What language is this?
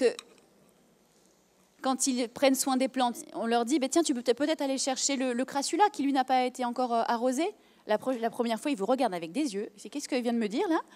French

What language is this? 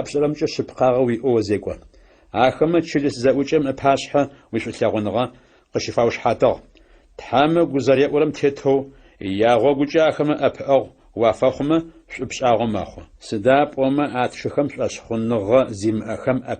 Adyghe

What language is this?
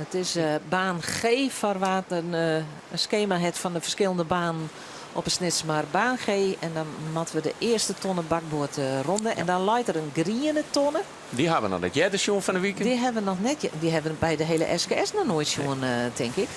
Western Frisian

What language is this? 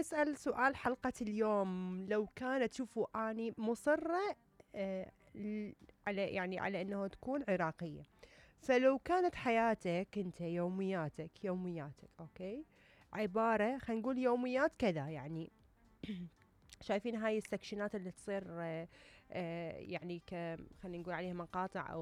Mesopotamian Arabic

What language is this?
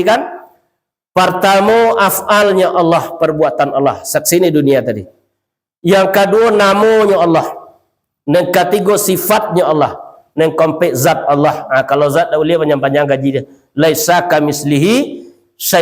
Minangkabau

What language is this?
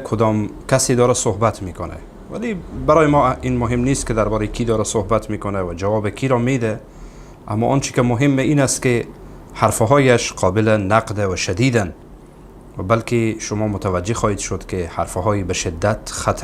Persian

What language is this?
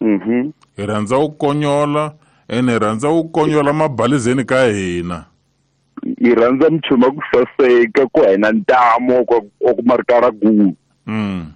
Tsonga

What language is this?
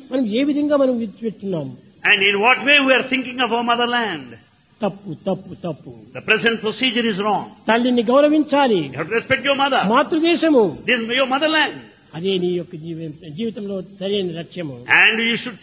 Telugu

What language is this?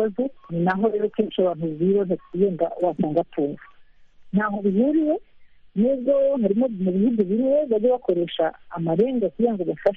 Kinyarwanda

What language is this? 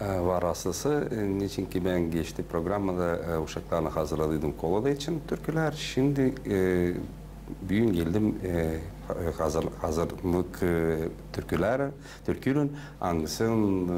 Gagauz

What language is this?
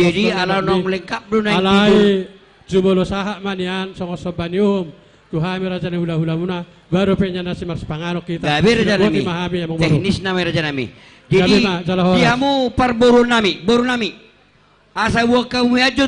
Batak Toba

